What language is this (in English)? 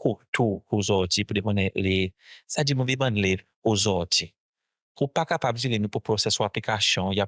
Seselwa Creole French